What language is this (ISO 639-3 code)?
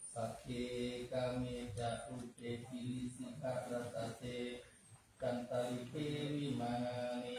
pli